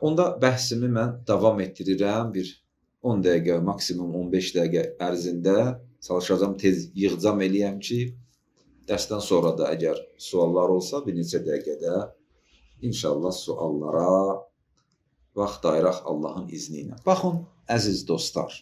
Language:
Azerbaijani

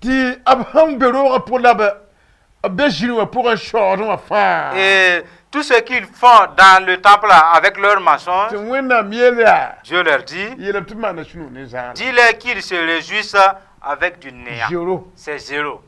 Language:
Mossi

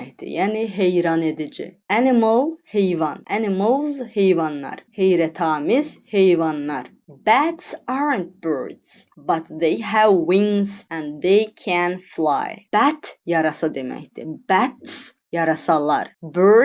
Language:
Azerbaijani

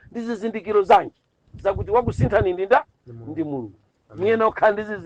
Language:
Nyanja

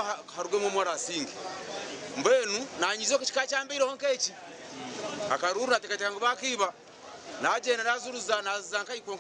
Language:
Nyankole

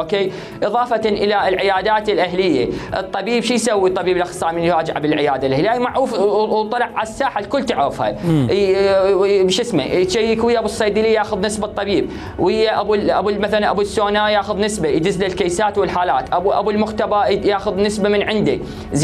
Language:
Mesopotamian Arabic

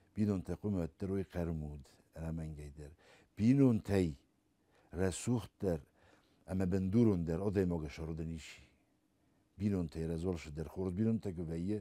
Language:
Ossetic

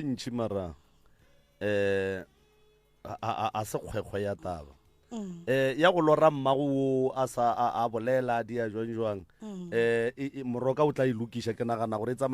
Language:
Northern Sotho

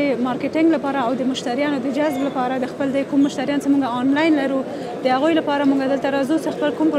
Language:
Pashto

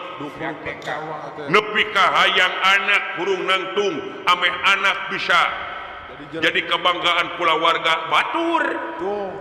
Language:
Sundanese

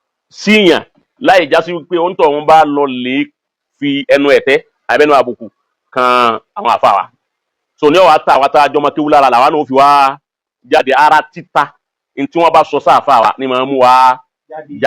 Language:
Yoruba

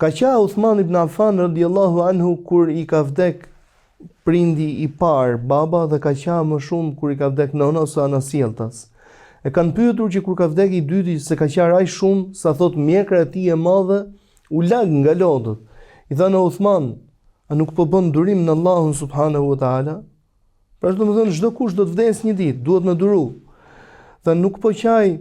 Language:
Albanian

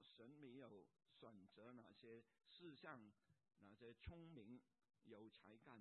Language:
Chinese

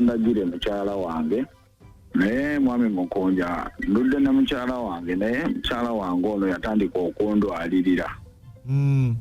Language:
Ganda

